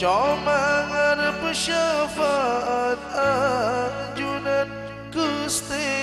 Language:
Madurese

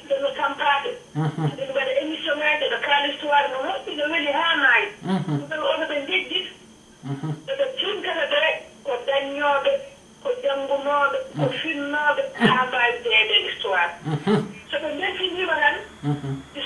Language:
Fula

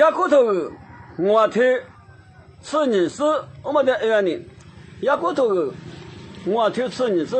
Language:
Lisu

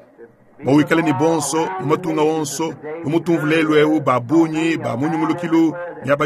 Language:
Luba-Lulua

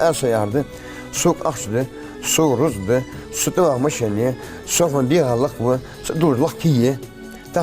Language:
Ingush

